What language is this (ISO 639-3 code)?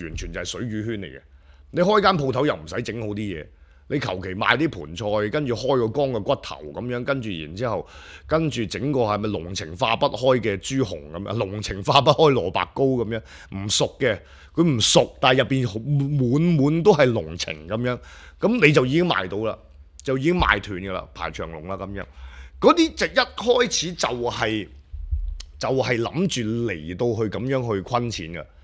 yue